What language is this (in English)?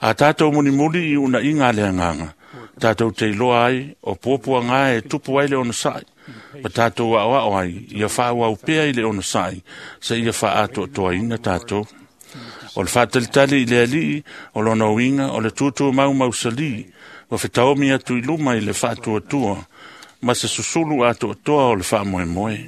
Samoan